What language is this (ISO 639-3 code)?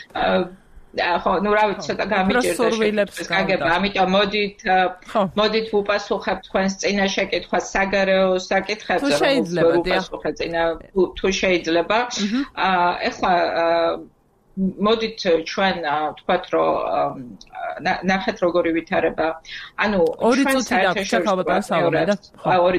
kat